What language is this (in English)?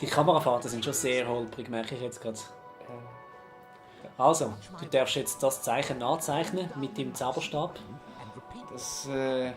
Swiss German